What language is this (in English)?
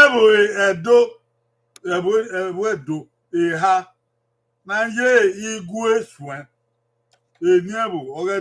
Bini